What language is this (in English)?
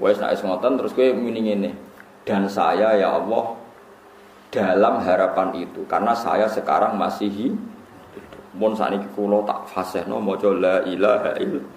Javanese